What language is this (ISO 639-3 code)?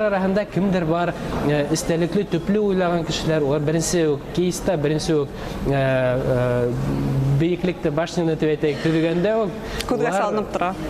bak